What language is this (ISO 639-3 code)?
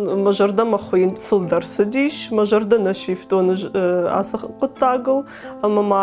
oss